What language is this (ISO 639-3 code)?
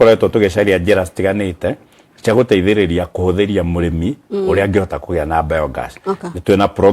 kik